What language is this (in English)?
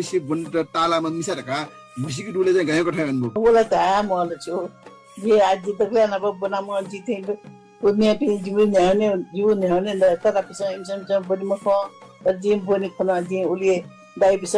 Newari